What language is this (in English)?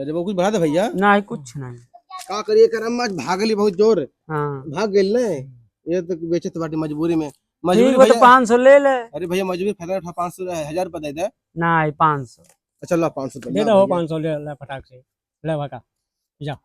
Bhojpuri